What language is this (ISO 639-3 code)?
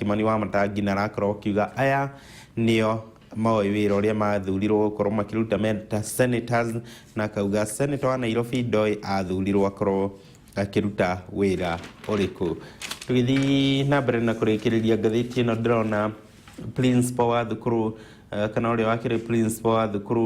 kik